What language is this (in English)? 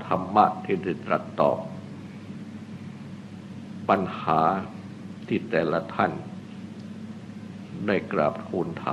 Thai